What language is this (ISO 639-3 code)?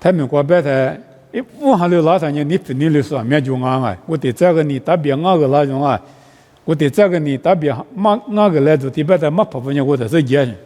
lis